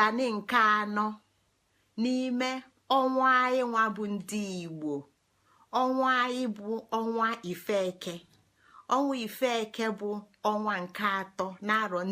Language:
Igbo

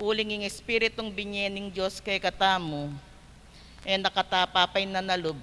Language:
Pampanga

